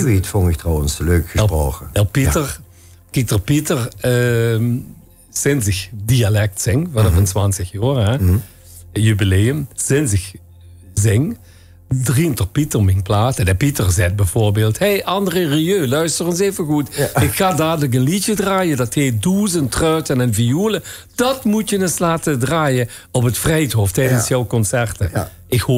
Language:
Limburgish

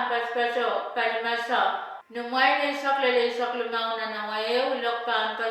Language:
Pohnpeian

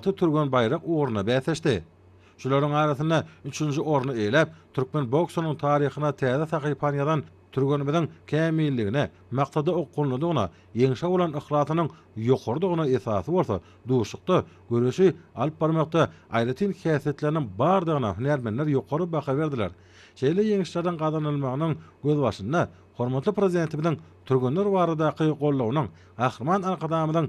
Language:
Turkmen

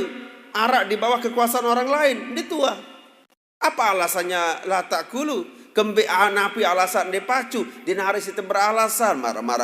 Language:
Sasak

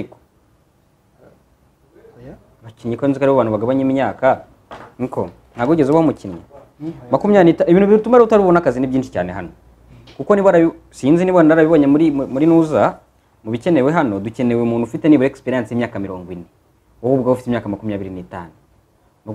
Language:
Kinyarwanda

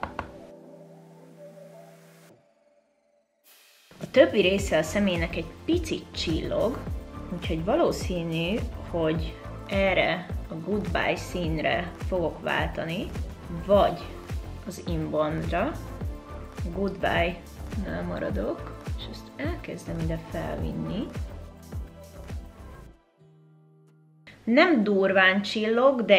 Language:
Hungarian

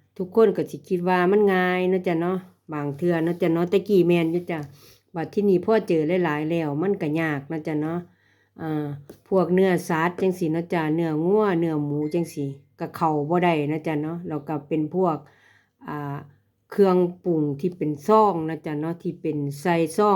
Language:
Lao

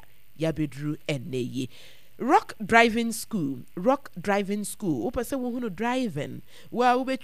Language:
Akan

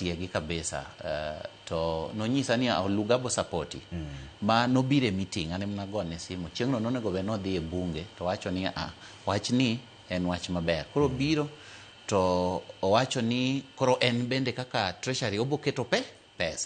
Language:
Luo (Kenya and Tanzania)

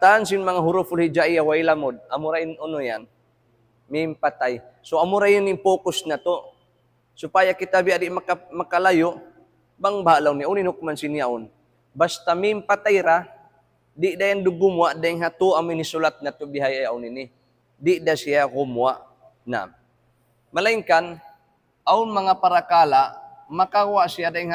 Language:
Tausug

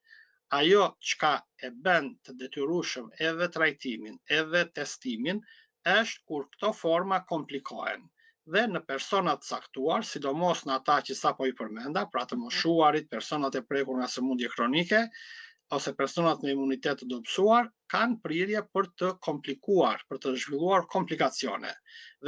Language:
Albanian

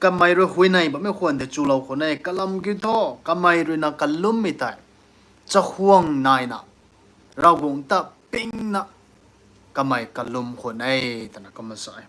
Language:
Rongmei Naga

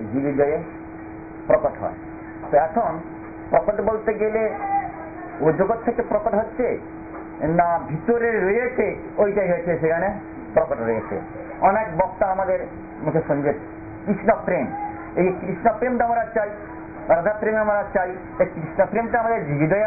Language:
Bangla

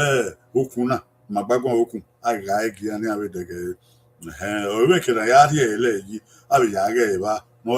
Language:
Bini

